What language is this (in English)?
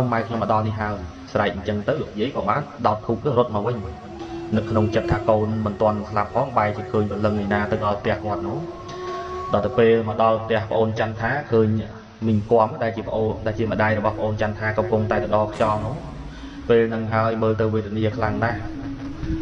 Khmer